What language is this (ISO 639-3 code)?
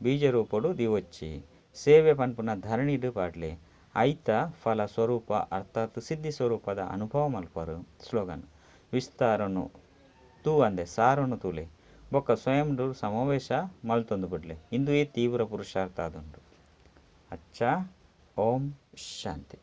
tcy